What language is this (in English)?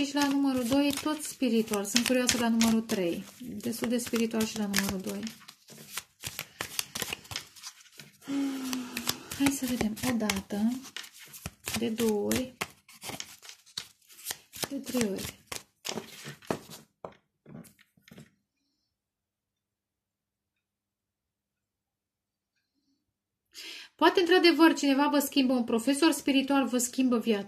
Romanian